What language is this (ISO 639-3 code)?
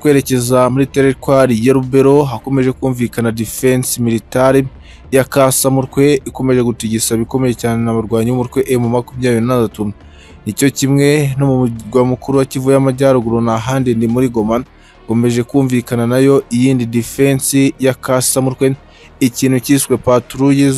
kin